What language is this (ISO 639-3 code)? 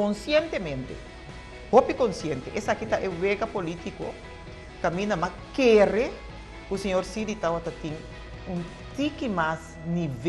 pap